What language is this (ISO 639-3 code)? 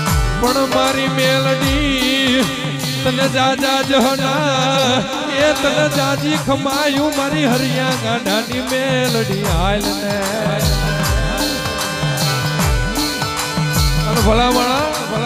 guj